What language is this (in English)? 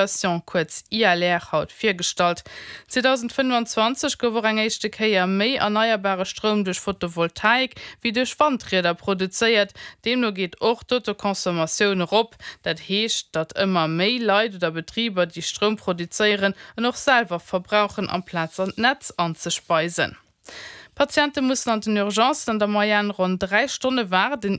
Luxembourgish